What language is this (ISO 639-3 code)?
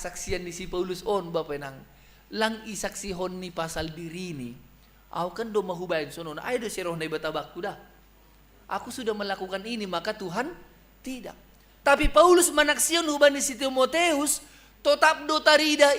bts